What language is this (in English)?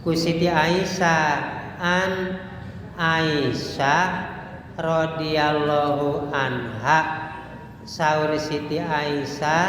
Sundanese